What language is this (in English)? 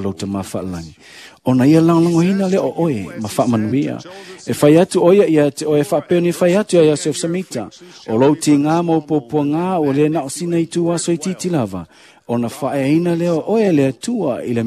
Samoan